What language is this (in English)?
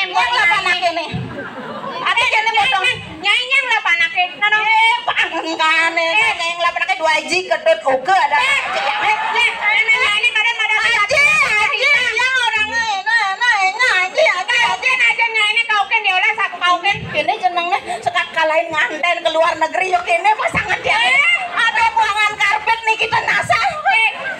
Balinese